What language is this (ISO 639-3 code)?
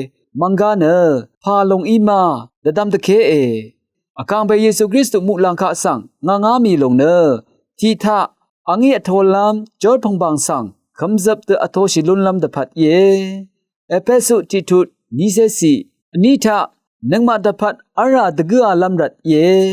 raw